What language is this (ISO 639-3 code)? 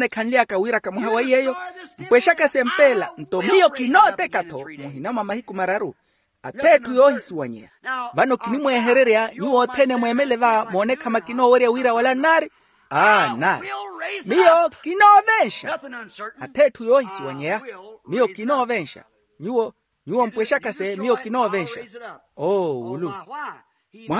vmw